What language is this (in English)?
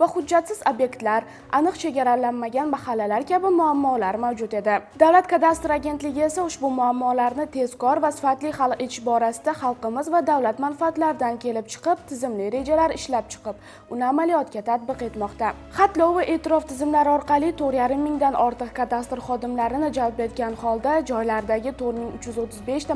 Uzbek